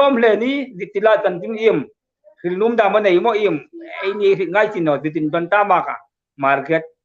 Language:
Hmar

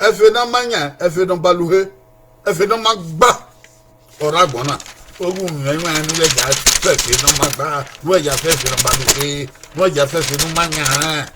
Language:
Bini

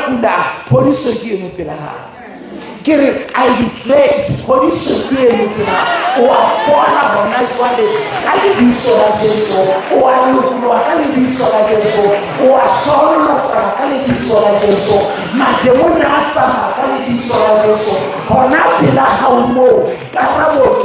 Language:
Southern Sotho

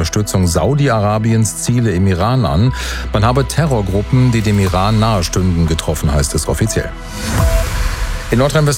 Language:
German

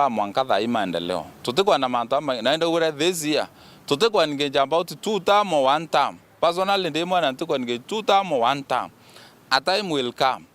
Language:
Meru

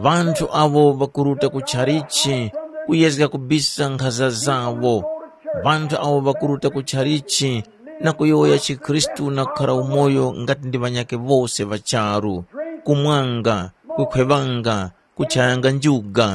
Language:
Tumbuka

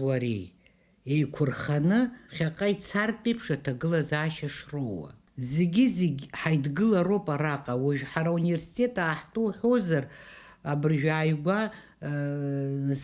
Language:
Abkhazian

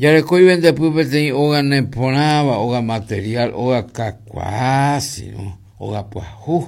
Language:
Guarani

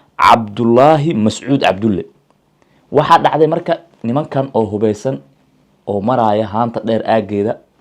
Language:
Somali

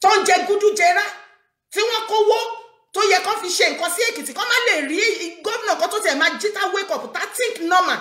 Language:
Yoruba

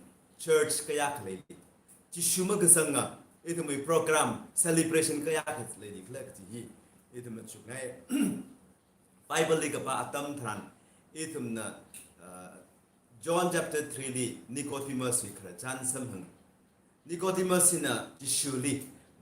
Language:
Tangkhul Naga (India)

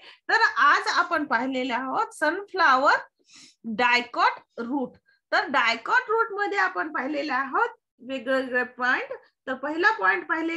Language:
Marathi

